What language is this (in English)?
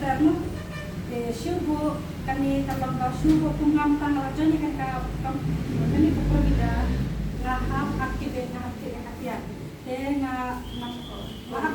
Khasi